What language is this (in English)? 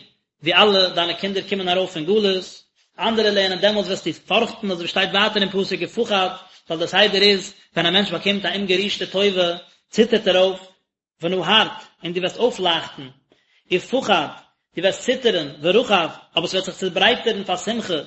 Yiddish